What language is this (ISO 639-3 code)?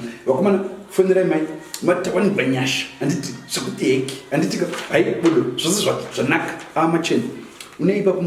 sna